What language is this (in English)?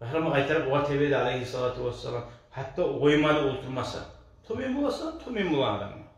Kumyk